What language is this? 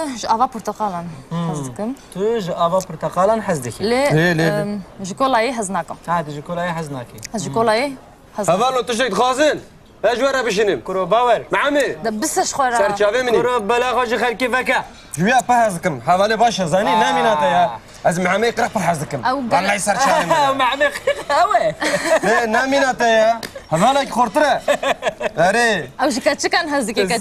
Kurdish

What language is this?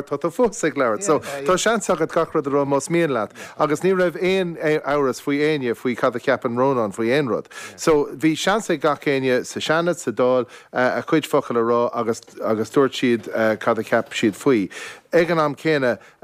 Irish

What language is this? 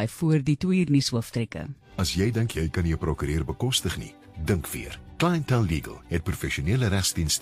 Afrikaans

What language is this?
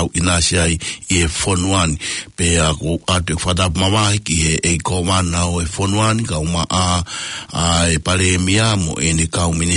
Tongan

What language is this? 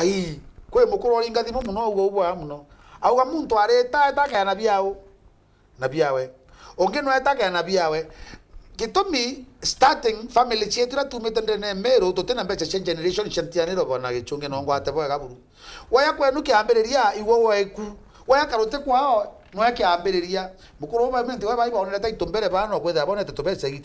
Meru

